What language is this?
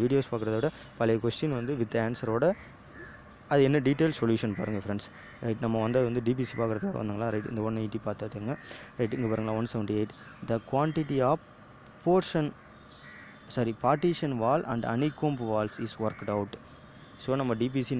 Tamil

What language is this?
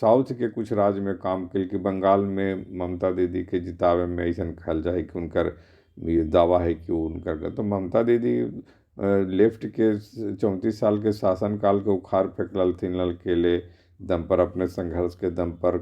Magahi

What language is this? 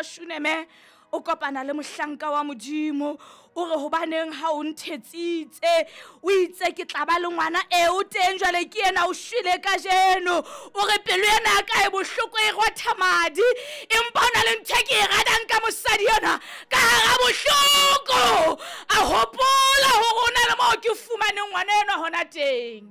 Southern Sotho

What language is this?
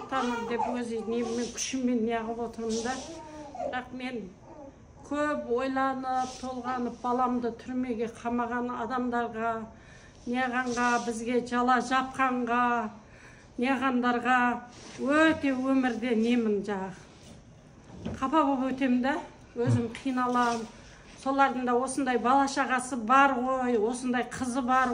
Kazakh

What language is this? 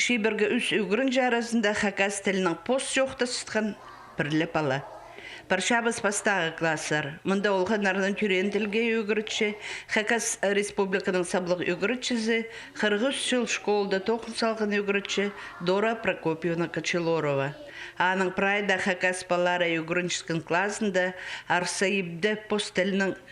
Khakas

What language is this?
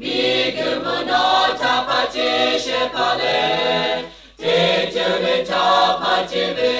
Lahu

